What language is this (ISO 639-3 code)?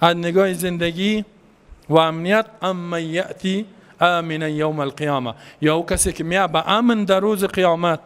fas